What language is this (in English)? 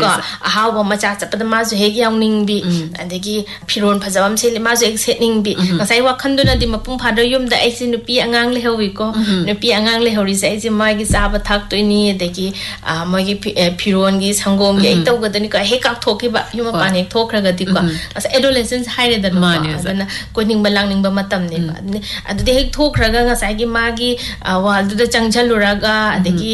Manipuri